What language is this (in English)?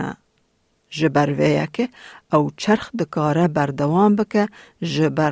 Kurdish